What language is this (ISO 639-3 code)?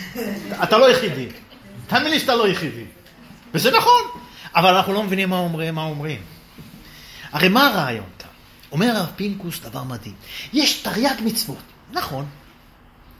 heb